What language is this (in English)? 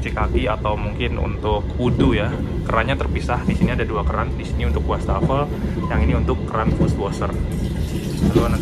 Indonesian